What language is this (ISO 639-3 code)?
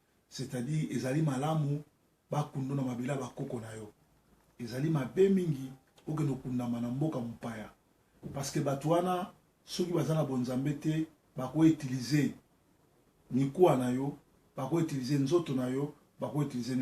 lin